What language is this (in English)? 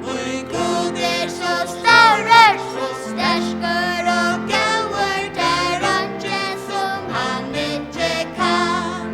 Faroese